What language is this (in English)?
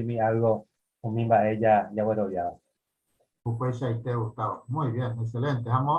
Guarani